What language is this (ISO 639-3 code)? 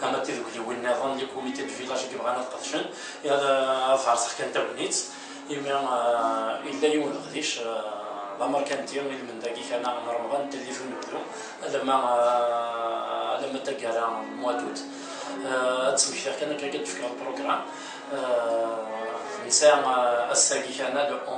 kab